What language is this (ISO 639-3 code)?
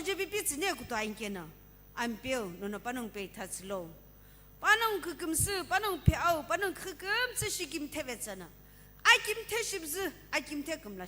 nsm